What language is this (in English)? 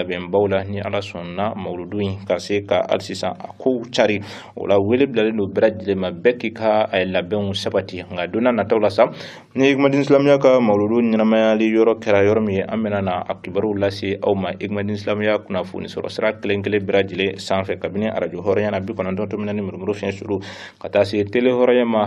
Bambara